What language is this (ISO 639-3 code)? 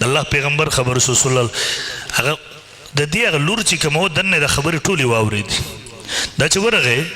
pus